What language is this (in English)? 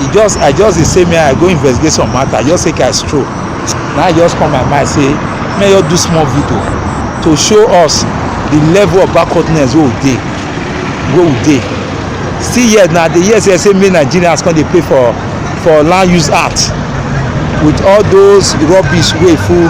Nigerian Pidgin